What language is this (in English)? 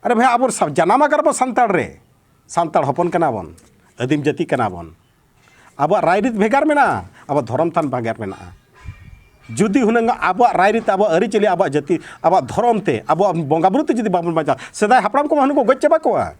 Santali